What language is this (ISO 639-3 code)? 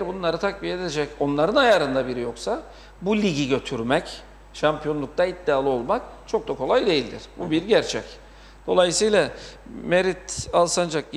tur